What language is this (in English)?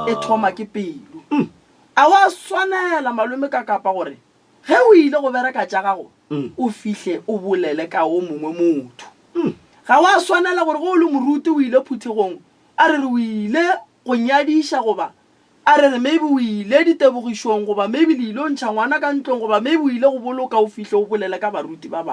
Northern Sotho